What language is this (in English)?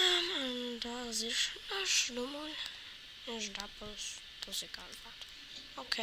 Luxembourgish